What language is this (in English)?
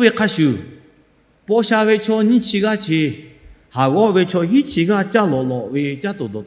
Lahu